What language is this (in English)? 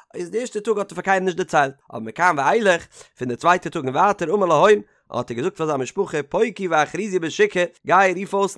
Yiddish